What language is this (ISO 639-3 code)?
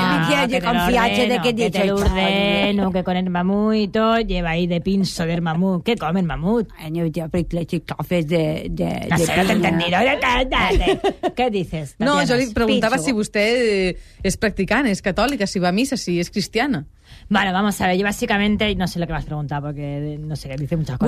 cat